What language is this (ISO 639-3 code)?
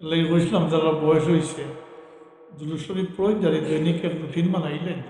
syl